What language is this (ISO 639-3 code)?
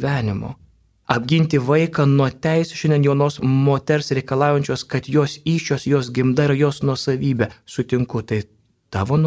lit